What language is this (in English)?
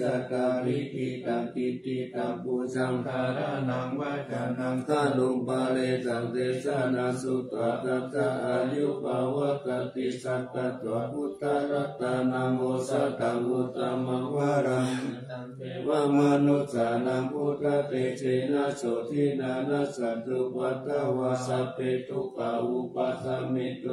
Pali